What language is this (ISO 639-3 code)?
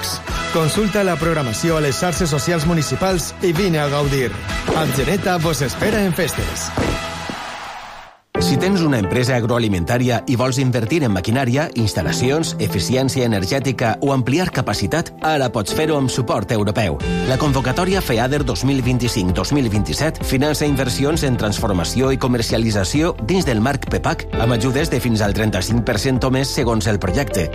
cat